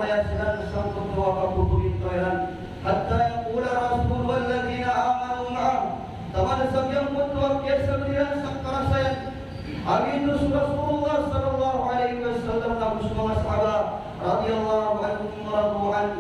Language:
Maranao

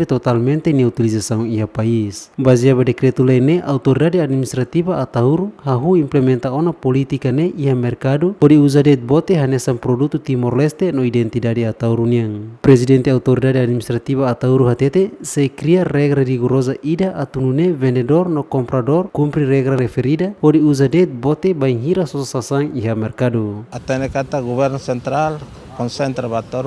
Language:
Tetum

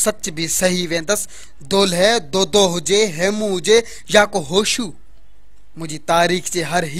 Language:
Sindhi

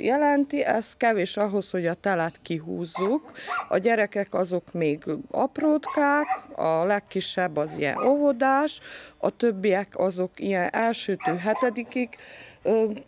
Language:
Hungarian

